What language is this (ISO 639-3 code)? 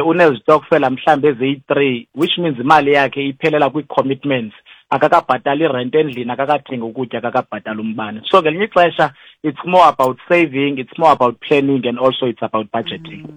xho